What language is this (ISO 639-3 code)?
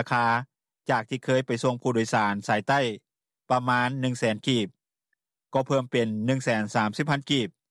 lao